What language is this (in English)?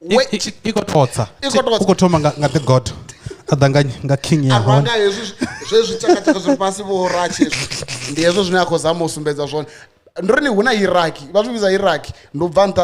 Venda